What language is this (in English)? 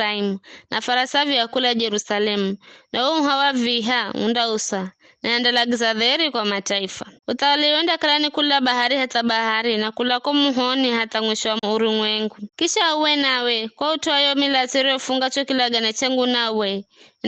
Giryama